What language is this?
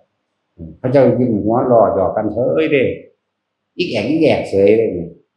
Northeastern Thai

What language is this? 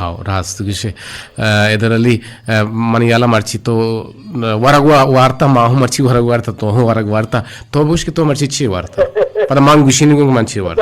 Eastern Balochi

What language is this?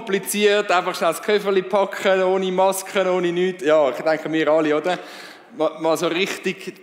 Swiss German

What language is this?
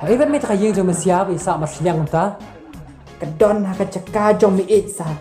Khasi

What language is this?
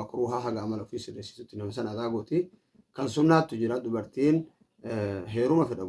Oromo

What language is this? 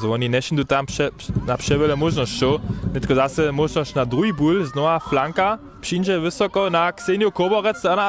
Upper Sorbian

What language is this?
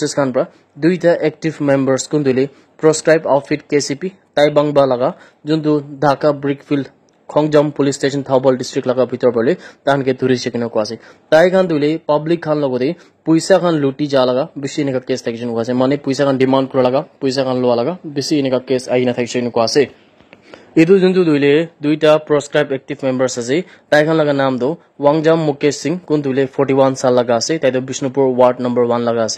Naga Pidgin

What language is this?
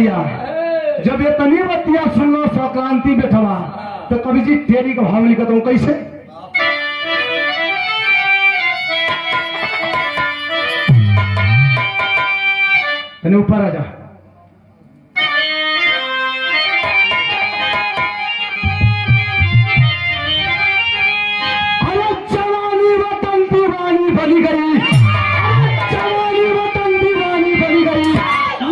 Bhojpuri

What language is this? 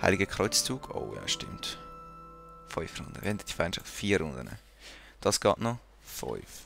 Swiss German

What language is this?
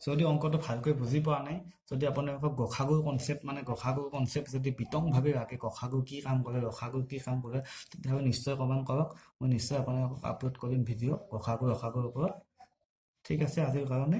Assamese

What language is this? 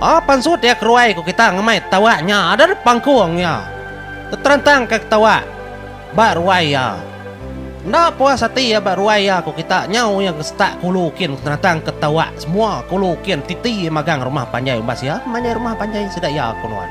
Iban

